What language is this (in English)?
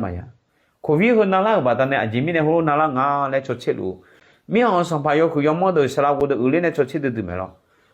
Akha